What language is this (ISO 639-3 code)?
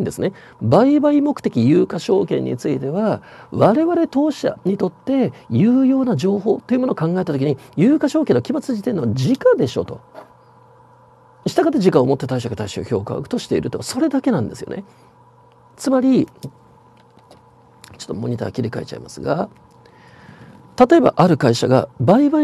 jpn